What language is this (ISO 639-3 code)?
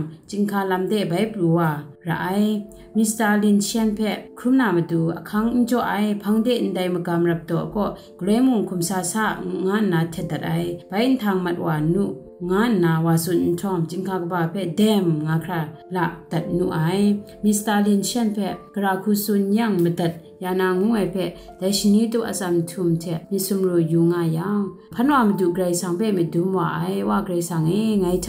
kac